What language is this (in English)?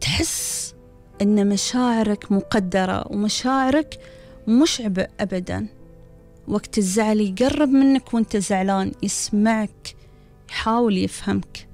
Gulf Arabic